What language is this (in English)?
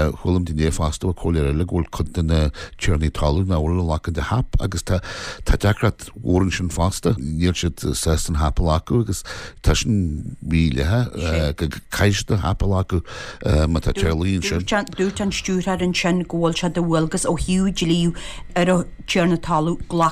Irish